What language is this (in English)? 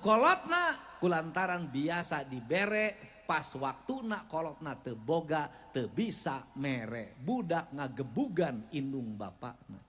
Sundanese